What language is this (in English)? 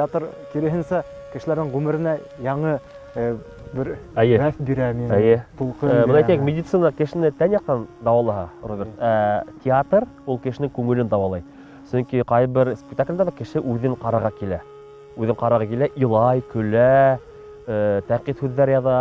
Bashkir